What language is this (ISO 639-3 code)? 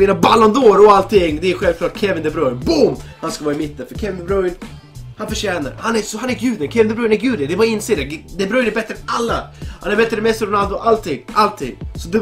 swe